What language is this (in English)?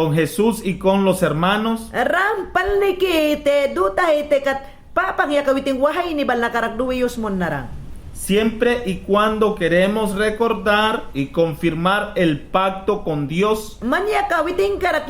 Mayangna